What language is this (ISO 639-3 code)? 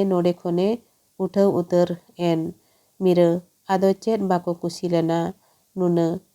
sat